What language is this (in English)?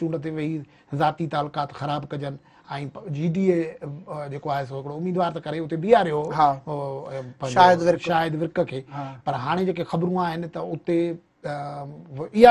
Sindhi